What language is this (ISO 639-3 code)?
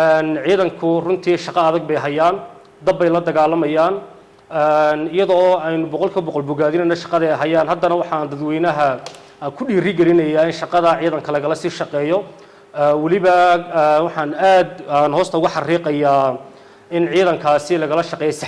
som